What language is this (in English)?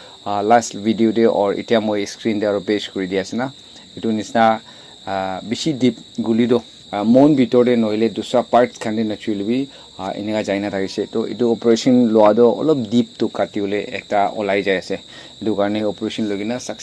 Naga Pidgin